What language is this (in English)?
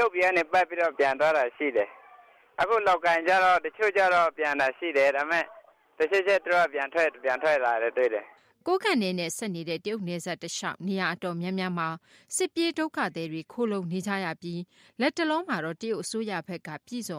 Burmese